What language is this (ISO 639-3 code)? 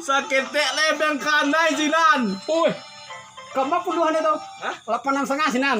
min